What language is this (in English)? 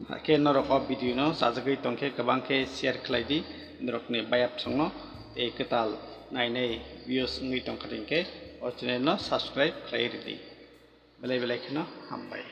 Kok Borok